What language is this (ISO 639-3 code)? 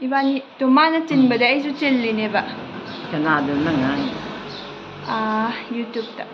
mni